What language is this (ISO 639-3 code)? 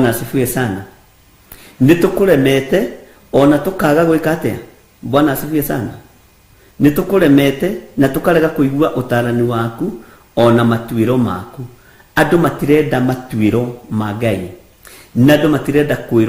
kik